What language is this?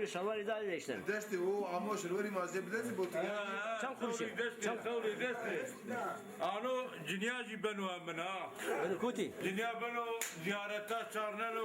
Zaza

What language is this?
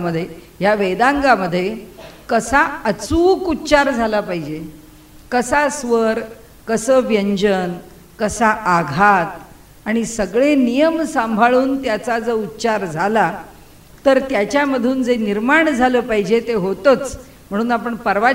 Marathi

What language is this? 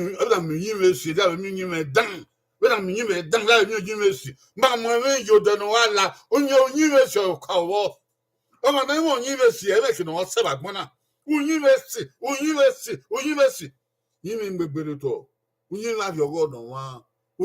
Bini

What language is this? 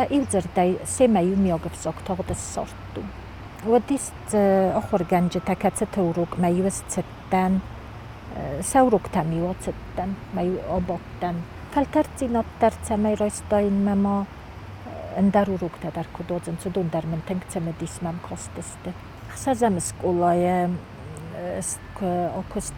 Ossetic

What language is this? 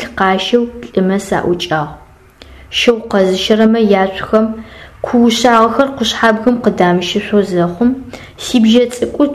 Adyghe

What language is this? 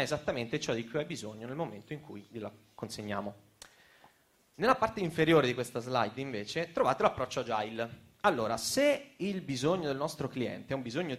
Italian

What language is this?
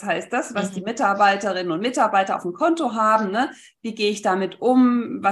German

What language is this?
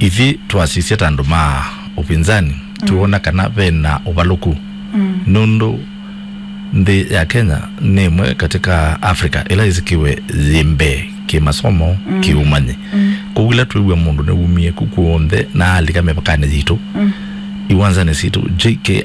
Kamba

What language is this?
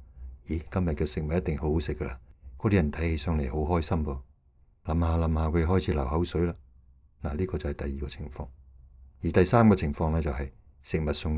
Cantonese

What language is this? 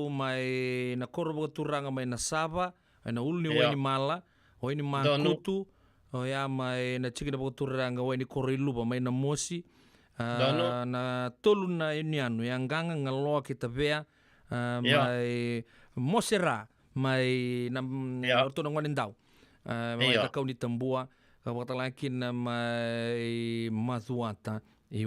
Fijian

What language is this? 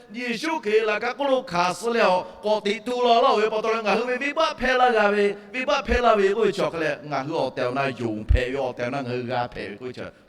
Lahu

